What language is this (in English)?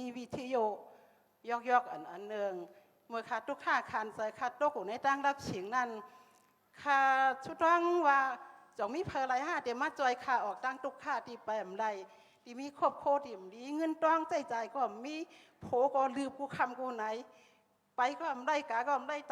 Shan